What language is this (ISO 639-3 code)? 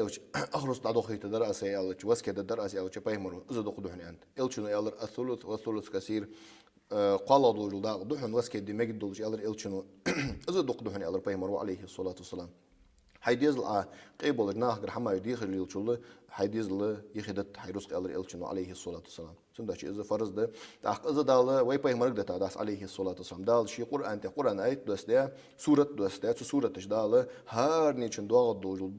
inh